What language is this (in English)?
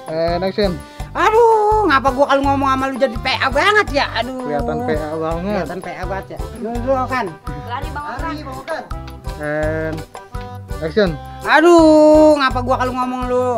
Betawi